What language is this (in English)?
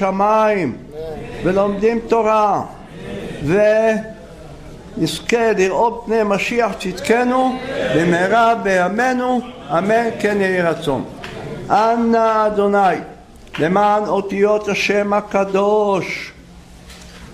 Hebrew